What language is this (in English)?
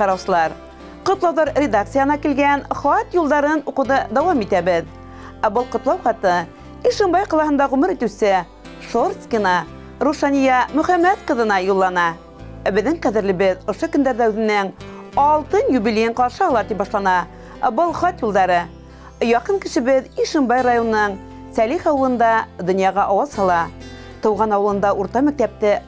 Bashkir